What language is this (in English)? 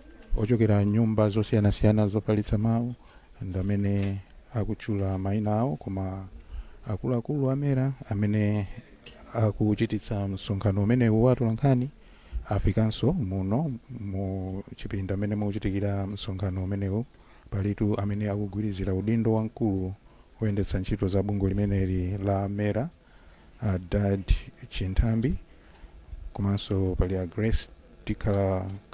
Nyanja